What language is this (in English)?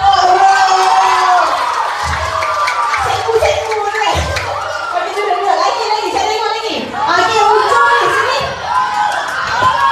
Malay